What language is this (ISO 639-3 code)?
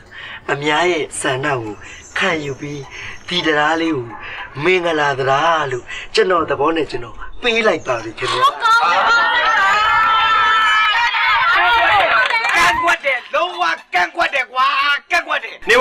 mya